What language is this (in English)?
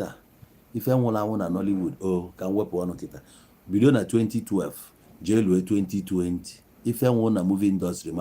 Igbo